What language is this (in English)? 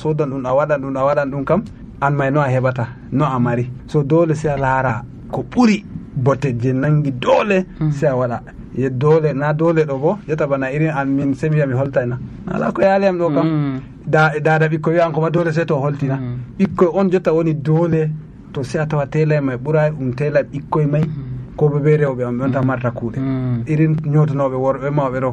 Nigerian Fulfulde